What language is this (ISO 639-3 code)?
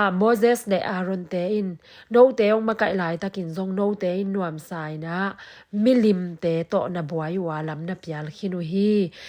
ctd